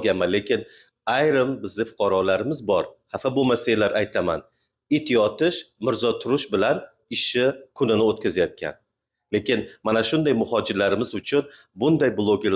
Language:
Uzbek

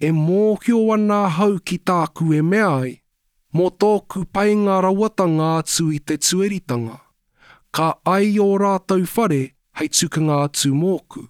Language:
Māori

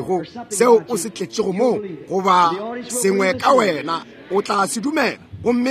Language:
Northern Sotho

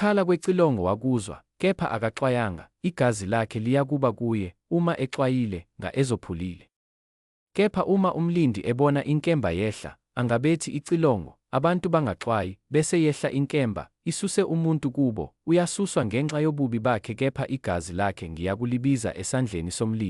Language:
Zulu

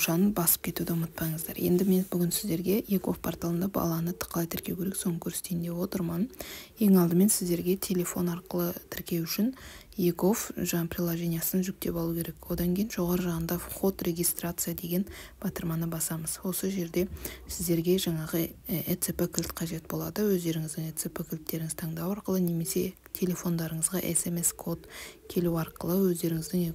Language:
Kazakh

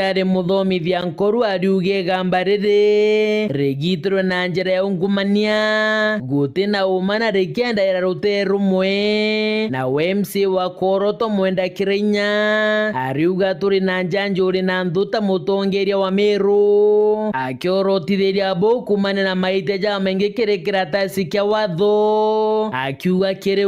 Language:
Meru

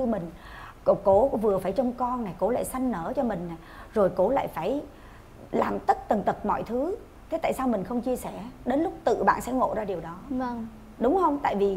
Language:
Vietnamese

